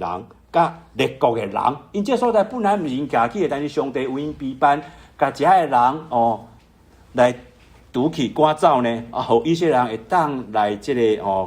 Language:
Min Nan Chinese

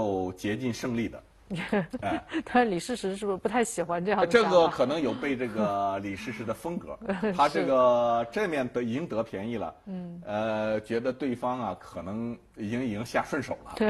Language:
Chinese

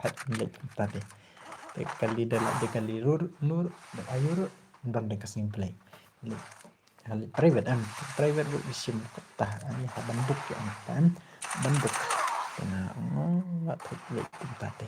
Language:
Khasi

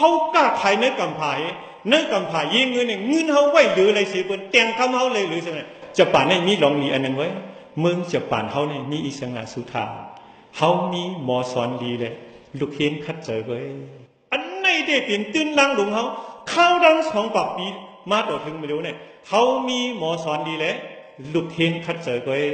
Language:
Shan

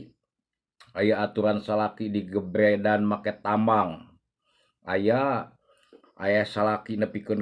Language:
Sundanese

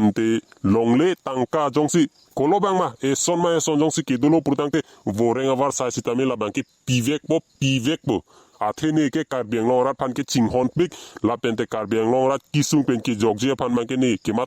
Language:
Karbi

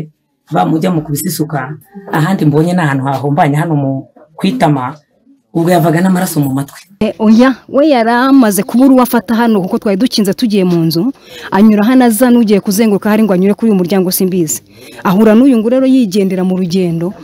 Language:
Kinyarwanda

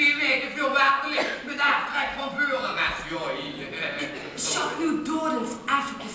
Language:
Limburgish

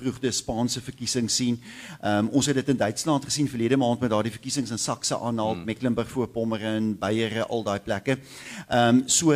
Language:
Afrikaans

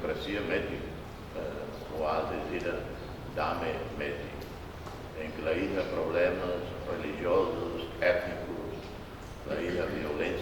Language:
Tetum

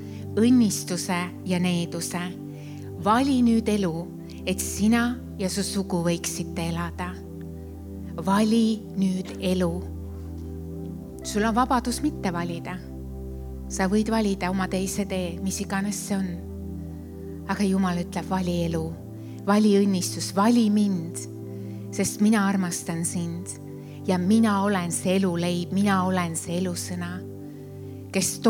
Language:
Estonian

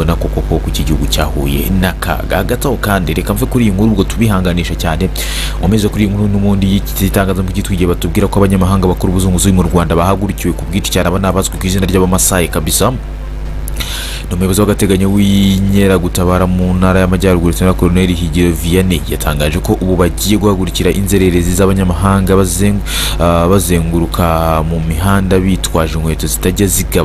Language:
Kinyarwanda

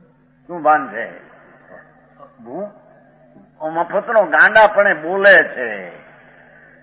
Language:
Gujarati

